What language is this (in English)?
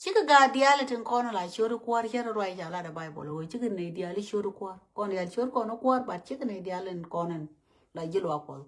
Nuer